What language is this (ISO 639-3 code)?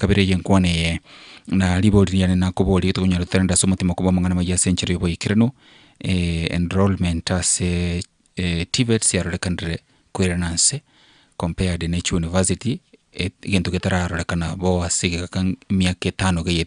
guz